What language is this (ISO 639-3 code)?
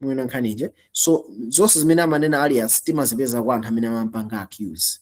nya